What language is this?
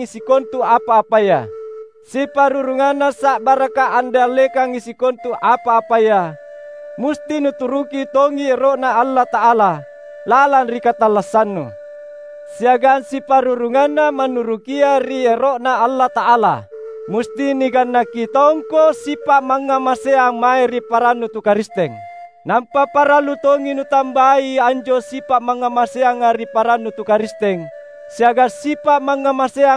Makasar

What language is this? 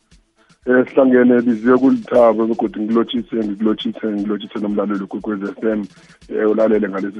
South Ndebele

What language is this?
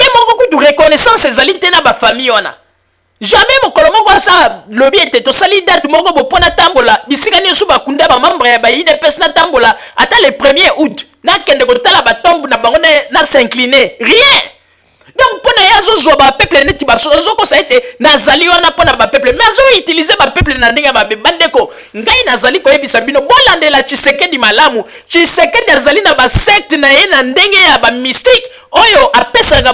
Lingala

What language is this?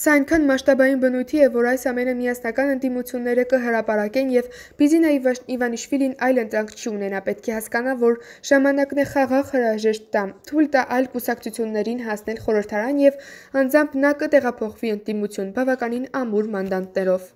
Armenian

